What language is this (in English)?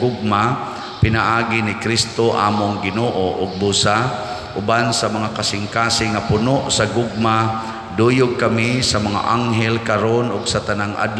Cebuano